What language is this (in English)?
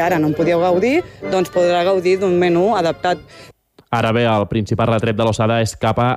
Catalan